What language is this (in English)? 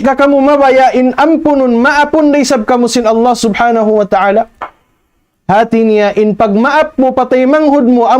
Tausug